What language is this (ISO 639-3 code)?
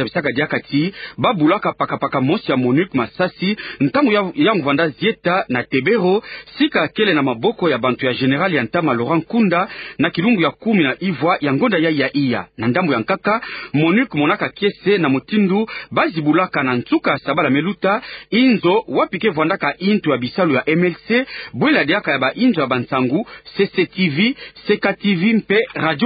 ktu